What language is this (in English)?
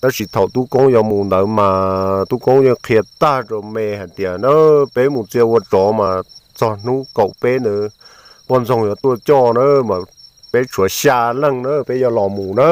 Hmong